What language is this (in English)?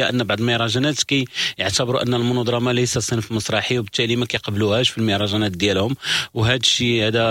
Moroccan Arabic